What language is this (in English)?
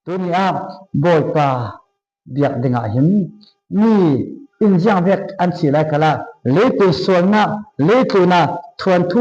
Falam Chin